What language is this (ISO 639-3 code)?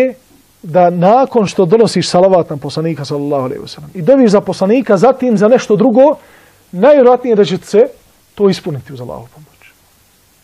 bos